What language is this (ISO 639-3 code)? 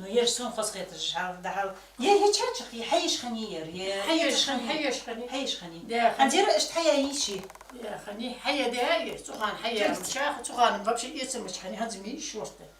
inh